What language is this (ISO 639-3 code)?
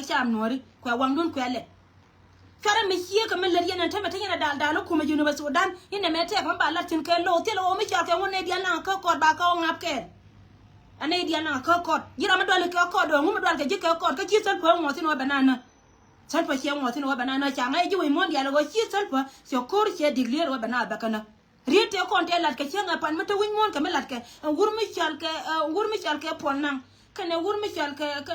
nus